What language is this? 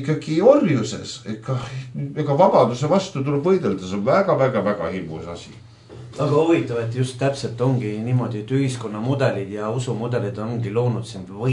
Estonian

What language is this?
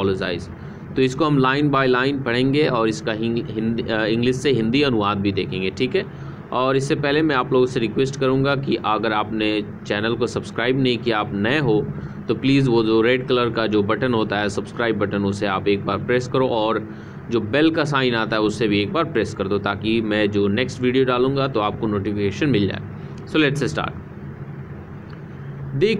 Hindi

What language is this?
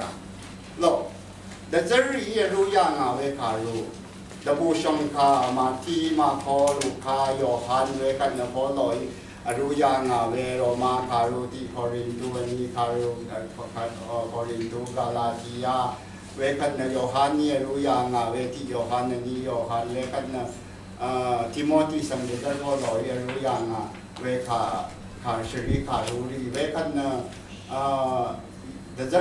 Rawang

